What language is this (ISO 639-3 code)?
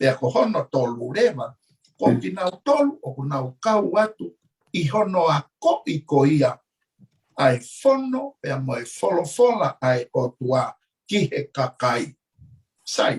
ton